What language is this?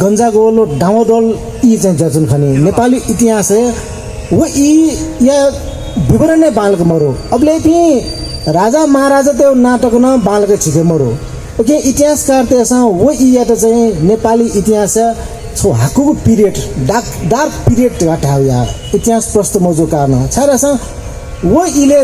Newari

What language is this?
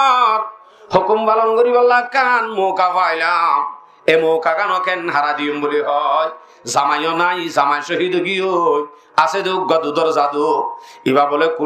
Rohingya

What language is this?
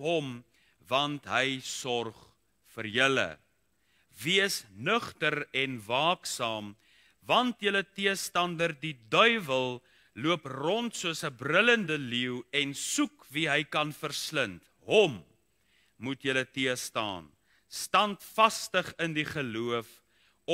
Afrikaans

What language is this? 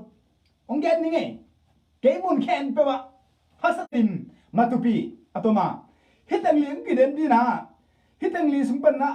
Tedim Chin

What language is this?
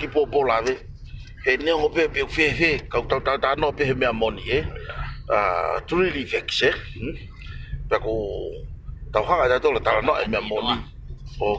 Tongan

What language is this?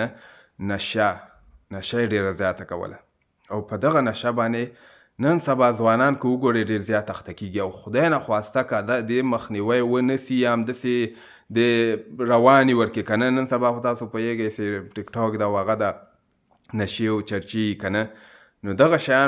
Pashto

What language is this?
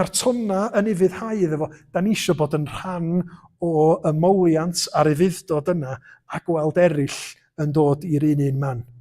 Welsh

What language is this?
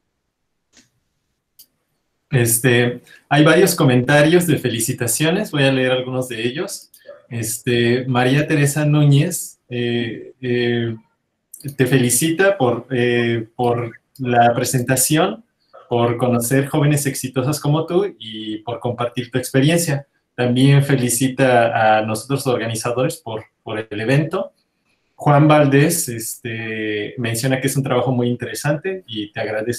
Spanish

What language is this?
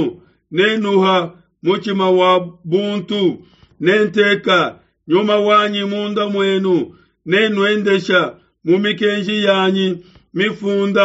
Luba-Lulua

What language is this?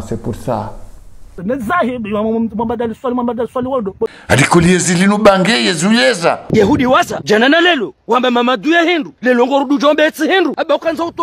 Ngazidja Comorian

